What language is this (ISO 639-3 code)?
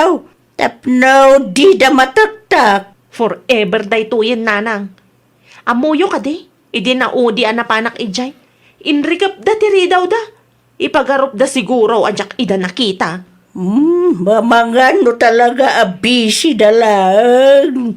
ilo